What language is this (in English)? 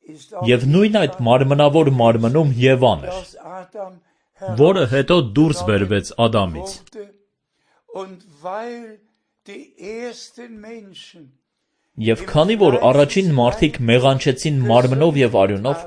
Armenian